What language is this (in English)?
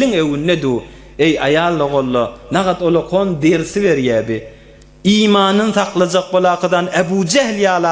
Turkmen